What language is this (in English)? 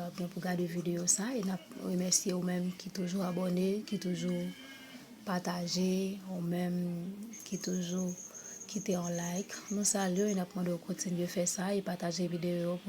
Haitian Creole